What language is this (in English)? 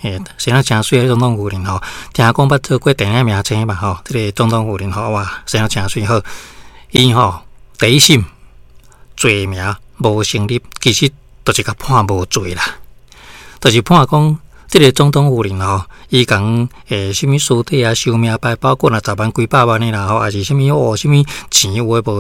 Min Nan Chinese